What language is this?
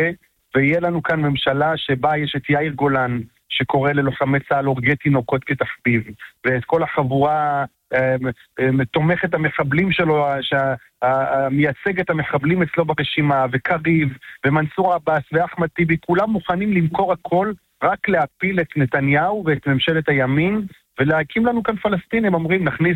Hebrew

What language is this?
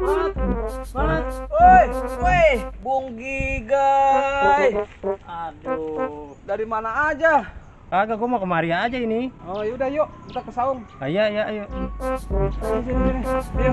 Betawi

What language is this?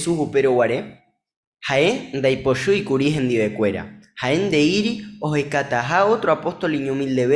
Guarani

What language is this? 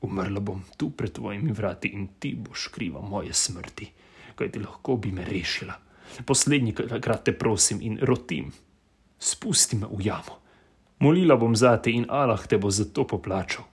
Slovenian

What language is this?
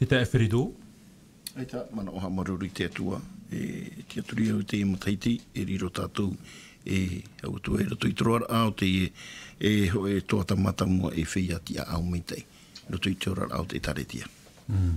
Tahitian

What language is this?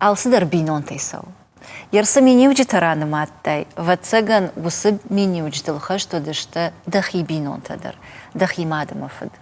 Ossetic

